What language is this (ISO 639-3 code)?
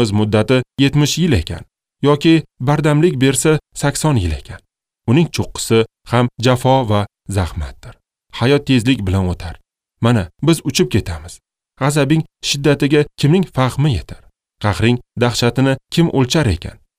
uzb